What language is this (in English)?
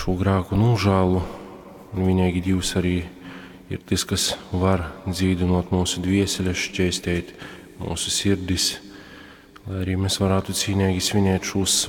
Latgalian